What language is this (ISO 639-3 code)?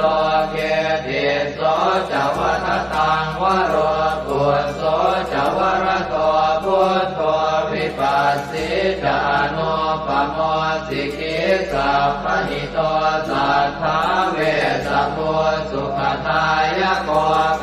pli